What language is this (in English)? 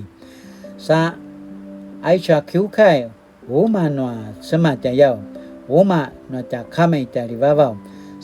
Paiwan